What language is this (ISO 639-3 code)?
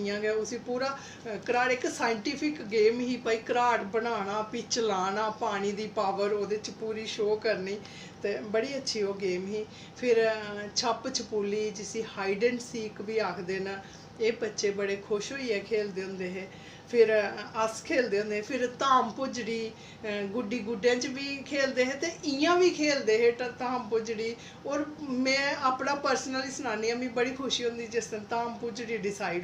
doi